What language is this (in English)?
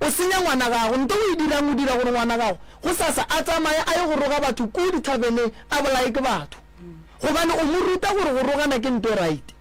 Northern Sotho